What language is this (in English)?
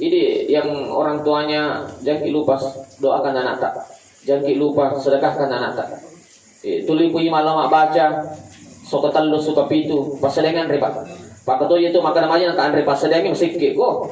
Buginese